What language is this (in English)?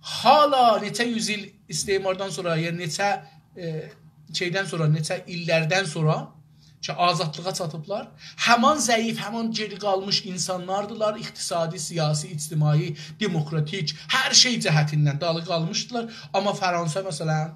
South Azerbaijani